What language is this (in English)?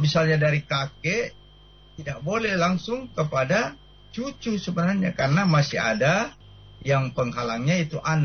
Indonesian